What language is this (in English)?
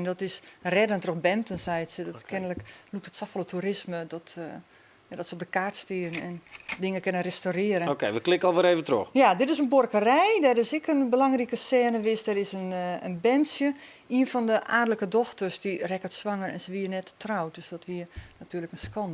Western Frisian